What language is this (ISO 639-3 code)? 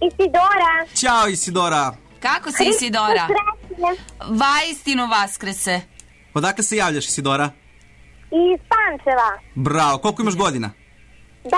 srp